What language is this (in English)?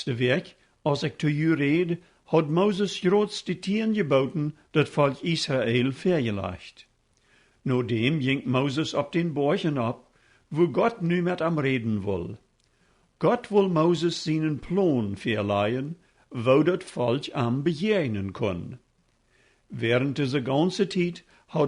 Plautdietsch